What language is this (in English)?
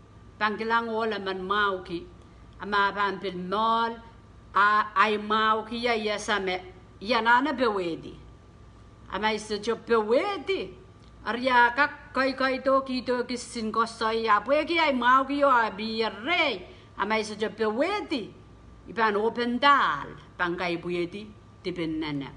Pohnpeian